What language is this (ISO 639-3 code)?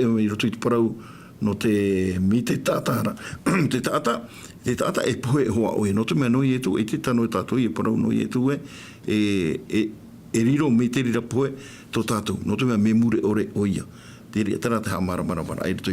tah